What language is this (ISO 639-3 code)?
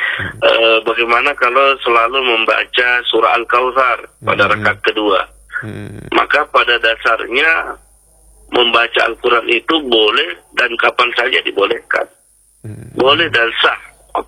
ind